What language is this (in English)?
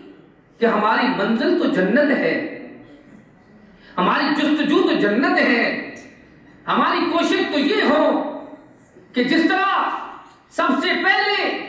Urdu